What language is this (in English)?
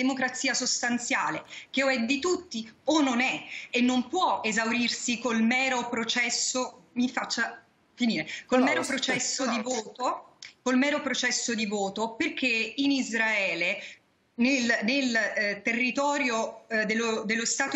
Italian